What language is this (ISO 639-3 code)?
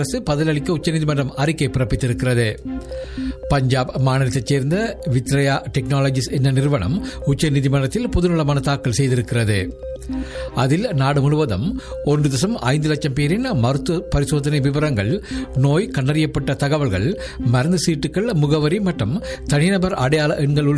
tam